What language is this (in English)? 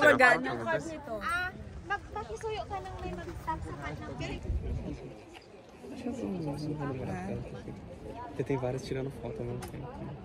Filipino